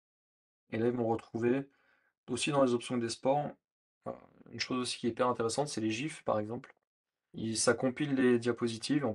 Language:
French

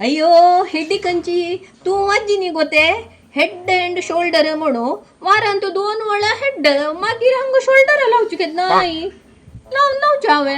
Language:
Konkani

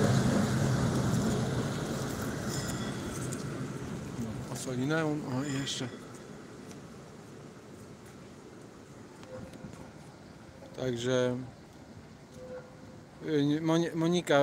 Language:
Polish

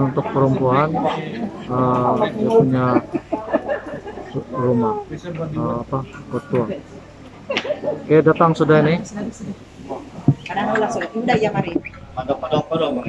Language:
Indonesian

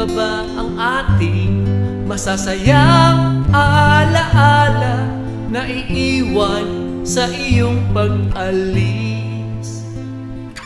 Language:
Filipino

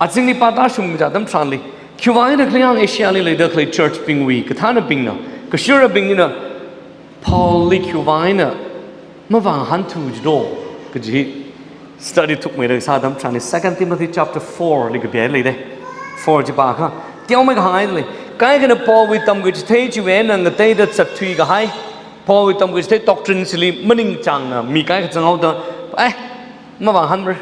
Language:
Tangkhul Naga (India)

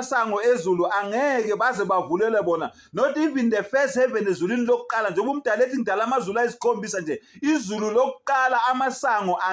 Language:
Zulu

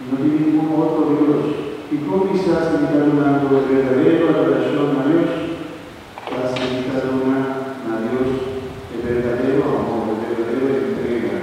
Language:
Papiamento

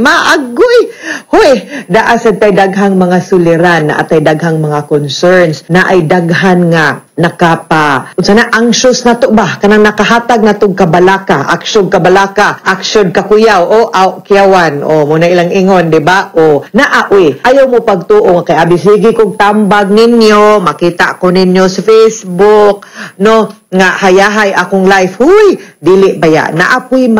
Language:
Cebuano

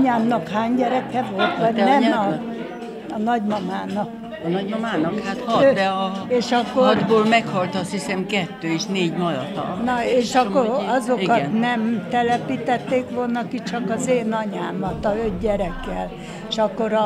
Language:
Hungarian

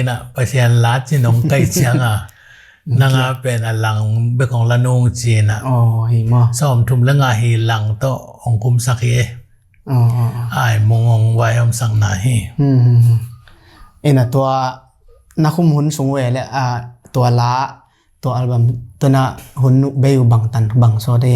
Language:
Tedim Chin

